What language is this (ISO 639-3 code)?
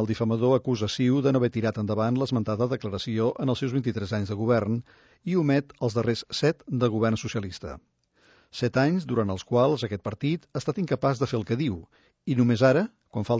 cat